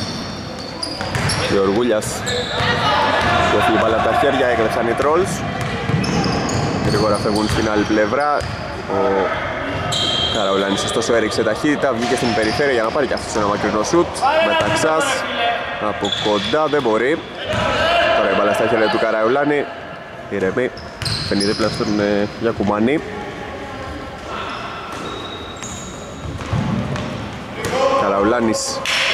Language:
Greek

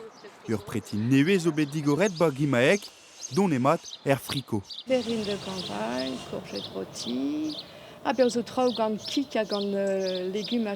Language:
Breton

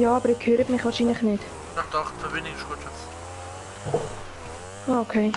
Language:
Swiss German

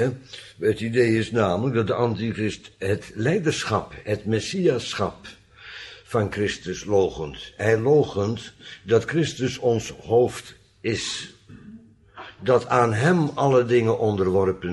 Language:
Dutch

